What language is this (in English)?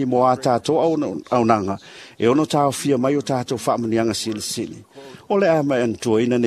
Samoan